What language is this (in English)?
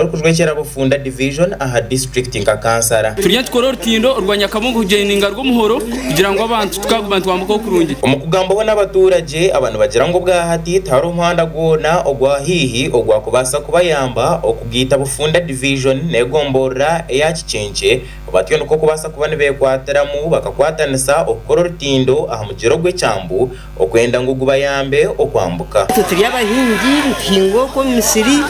Nyankole